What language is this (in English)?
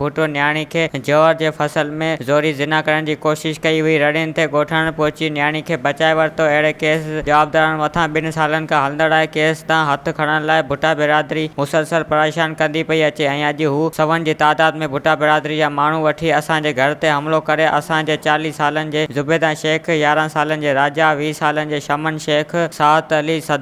Sindhi